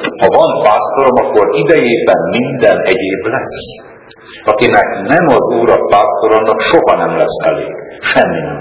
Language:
Hungarian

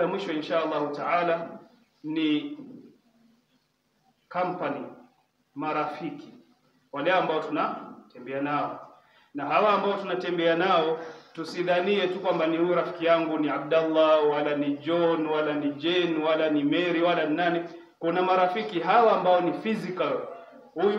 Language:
Swahili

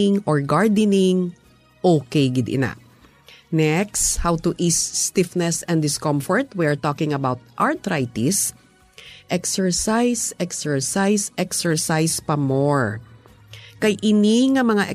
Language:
Hiligaynon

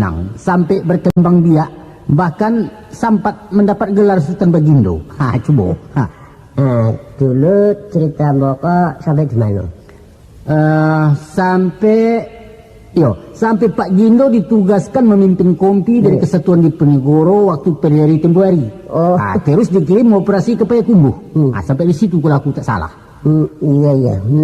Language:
Minangkabau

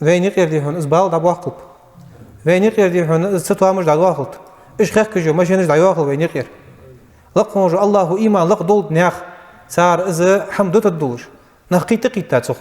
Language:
Ingush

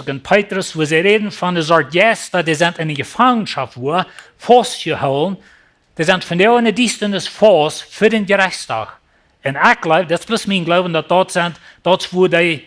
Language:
Plautdietsch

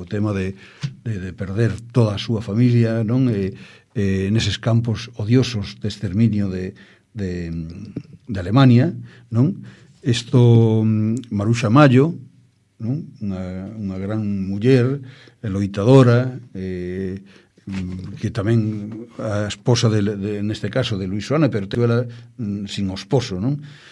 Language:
Galician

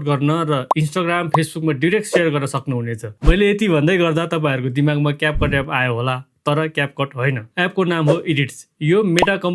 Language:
Nepali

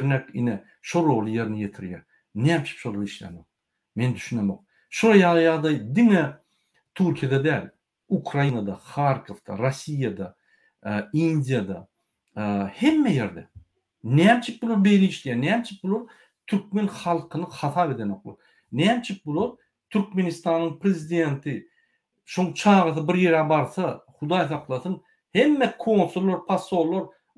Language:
Turkmen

